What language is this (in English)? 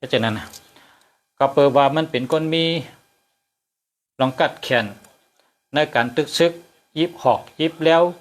Shan